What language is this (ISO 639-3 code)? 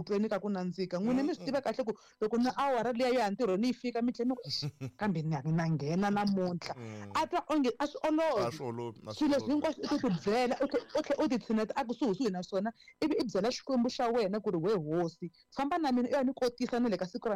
tso